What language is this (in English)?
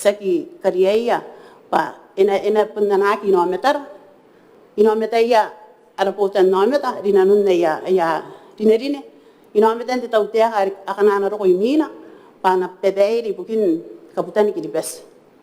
Gilbertese